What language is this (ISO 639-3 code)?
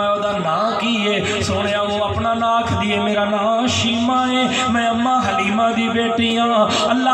skr